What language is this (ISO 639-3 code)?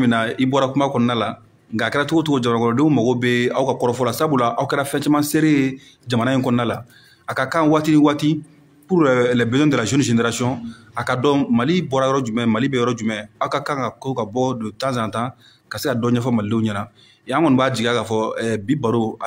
bam